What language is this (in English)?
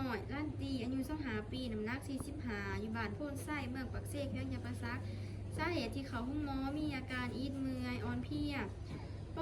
Lao